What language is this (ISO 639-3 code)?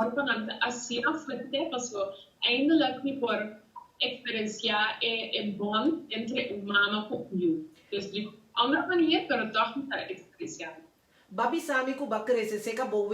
pap